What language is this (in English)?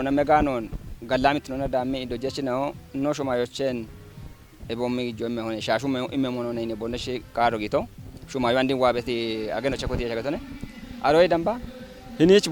Kafa